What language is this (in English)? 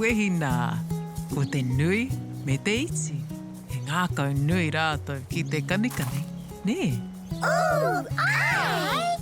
Māori